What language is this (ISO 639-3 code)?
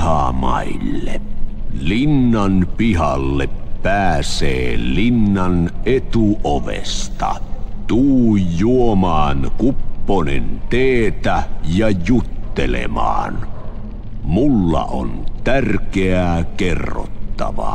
fin